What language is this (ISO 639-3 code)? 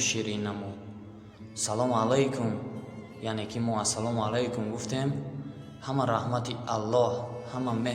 tgk